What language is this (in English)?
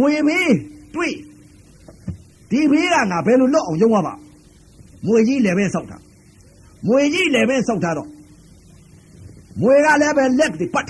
Burmese